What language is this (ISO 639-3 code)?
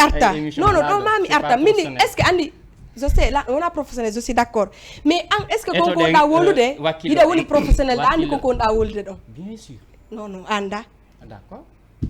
ful